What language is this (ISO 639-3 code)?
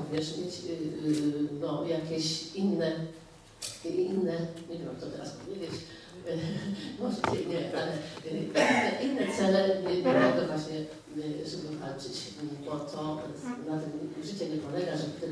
pol